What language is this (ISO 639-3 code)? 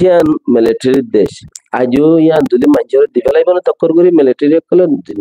rhg